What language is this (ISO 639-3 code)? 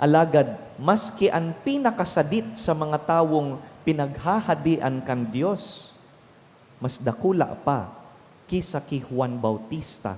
bik